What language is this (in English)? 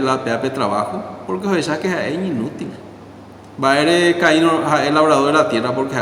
Guarani